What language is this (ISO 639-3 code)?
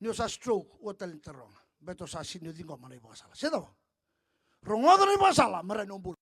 fij